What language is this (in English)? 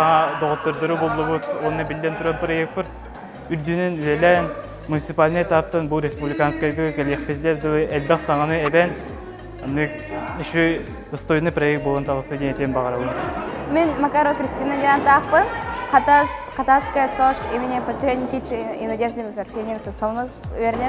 Yakut